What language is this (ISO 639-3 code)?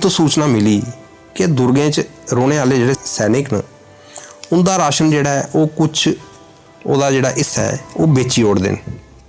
doi